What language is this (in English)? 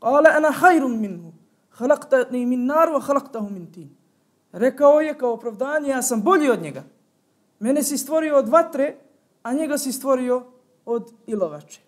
Bosnian